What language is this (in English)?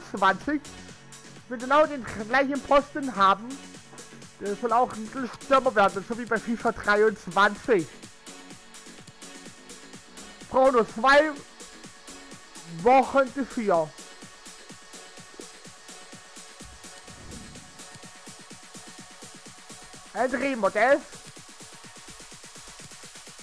German